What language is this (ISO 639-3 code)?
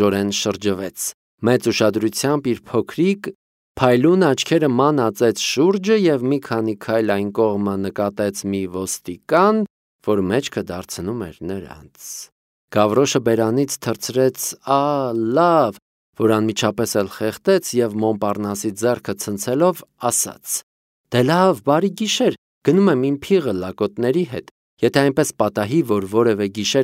hye